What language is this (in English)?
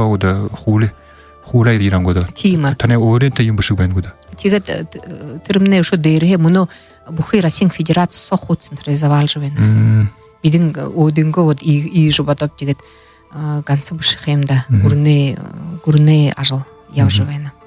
Buriat